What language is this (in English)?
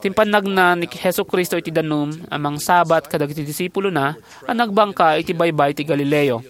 Iloko